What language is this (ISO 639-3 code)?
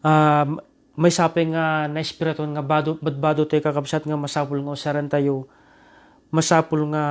ilo